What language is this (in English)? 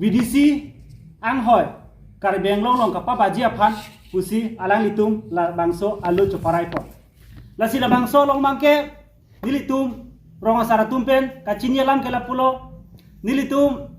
Karbi